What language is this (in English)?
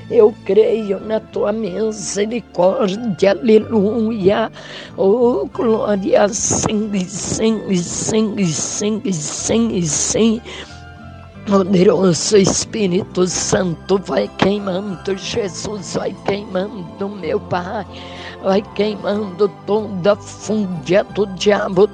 Portuguese